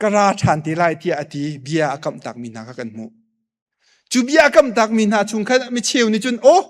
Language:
Hakha Chin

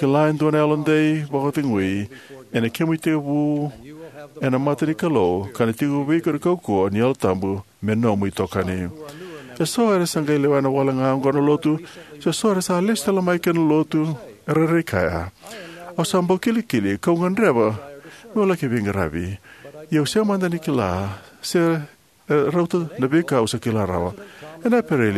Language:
Fijian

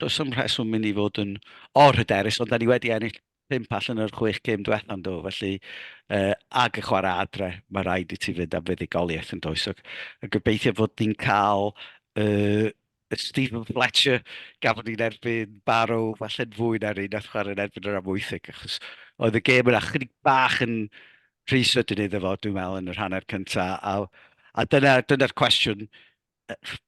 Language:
Welsh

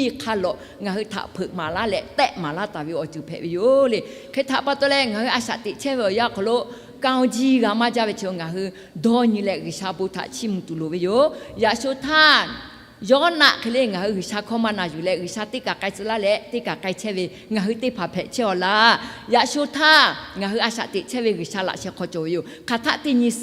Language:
Lahu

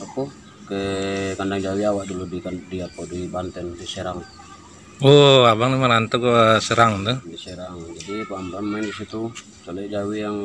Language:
Minangkabau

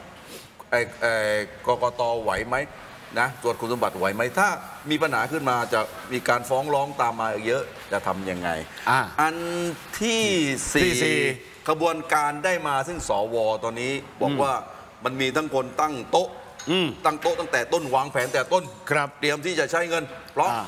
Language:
Thai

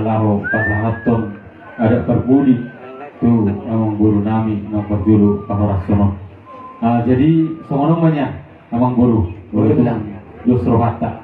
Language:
Batak Toba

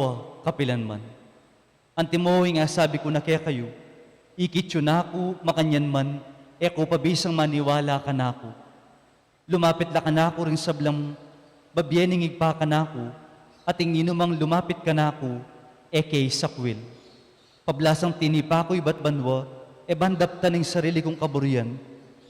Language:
Pampanga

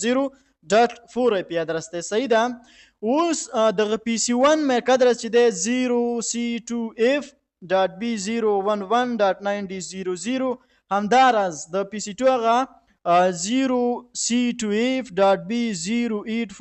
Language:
Pashto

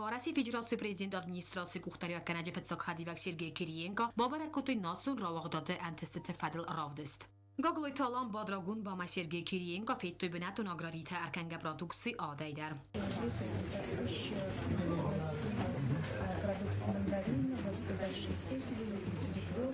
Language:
Ossetic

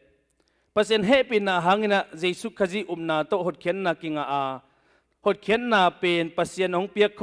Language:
Tedim Chin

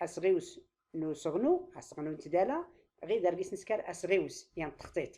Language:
Tachelhit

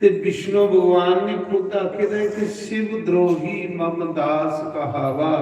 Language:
Dogri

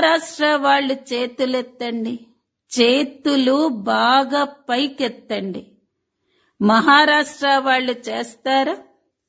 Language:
Telugu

